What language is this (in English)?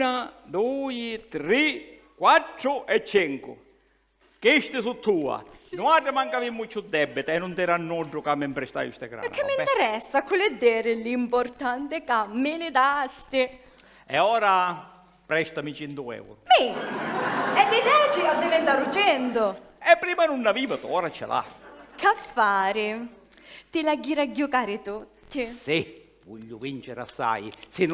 Sicilian